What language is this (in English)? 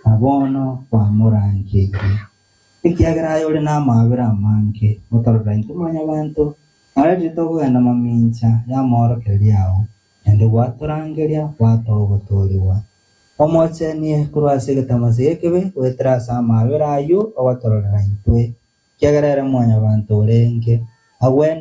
Gusii